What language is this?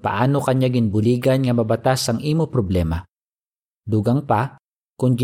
Hiligaynon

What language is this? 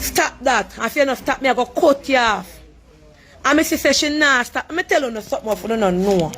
Jamaican Creole English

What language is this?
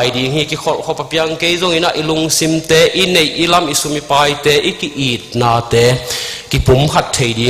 Tedim Chin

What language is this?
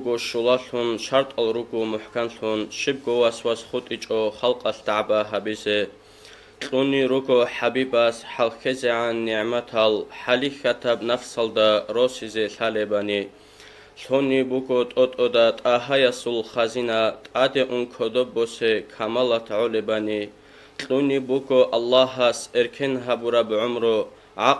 Avaric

